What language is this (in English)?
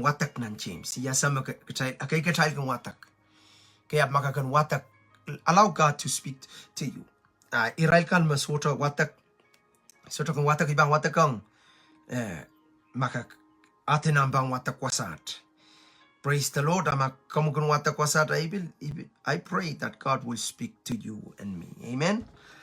Pohnpeian